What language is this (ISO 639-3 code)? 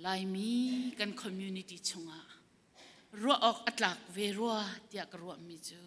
cnh